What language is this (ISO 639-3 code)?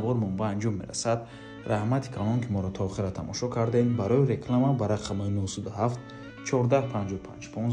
tgk